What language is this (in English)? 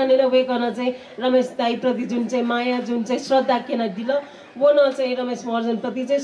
Newari